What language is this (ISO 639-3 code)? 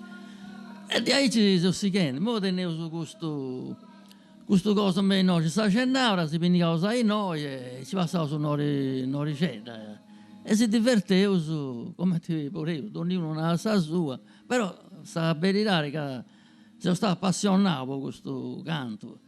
srd